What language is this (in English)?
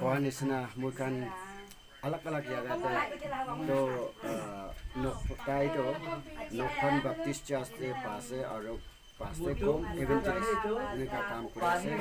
Naga Pidgin